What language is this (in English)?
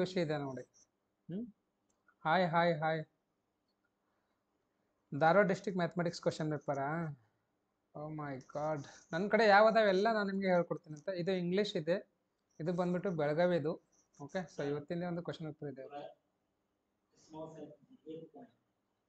Kannada